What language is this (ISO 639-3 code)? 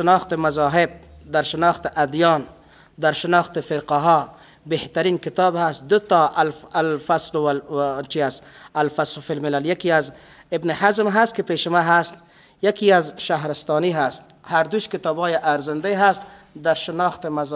fas